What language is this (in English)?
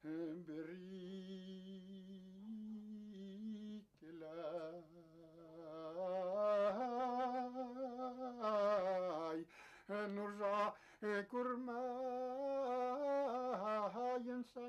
Bashkir